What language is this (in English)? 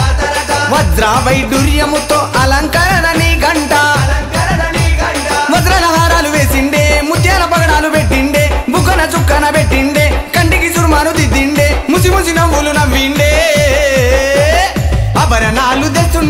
Telugu